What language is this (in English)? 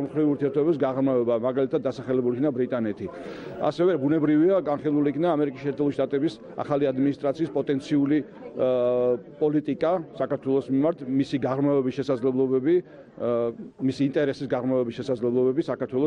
Georgian